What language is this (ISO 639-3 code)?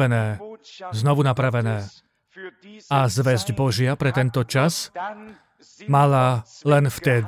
slk